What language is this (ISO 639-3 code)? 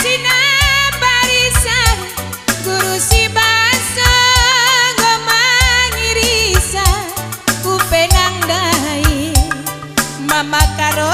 btx